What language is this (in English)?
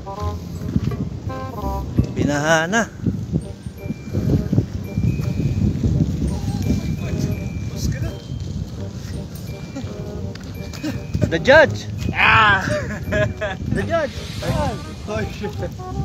Filipino